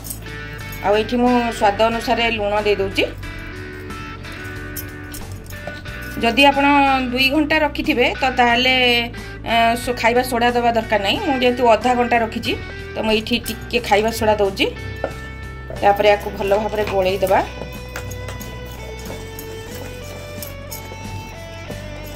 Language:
Odia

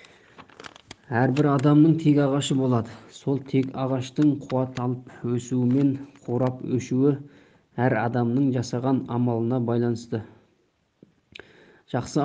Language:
Kazakh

